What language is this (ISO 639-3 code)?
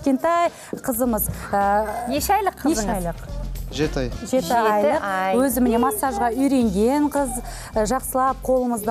kaz